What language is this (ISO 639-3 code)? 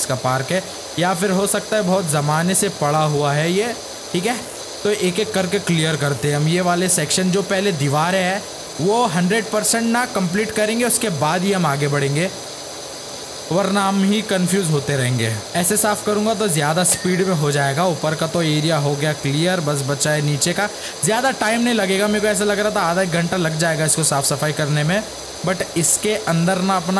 hin